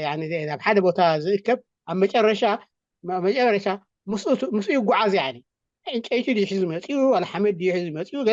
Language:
Tigrinya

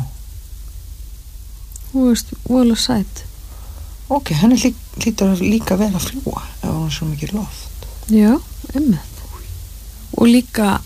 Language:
Icelandic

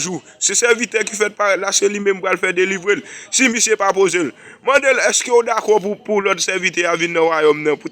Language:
Haitian Creole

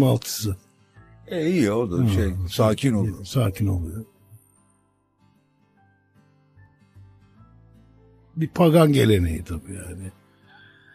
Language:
Turkish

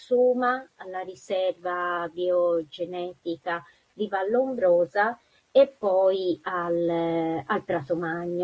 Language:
Italian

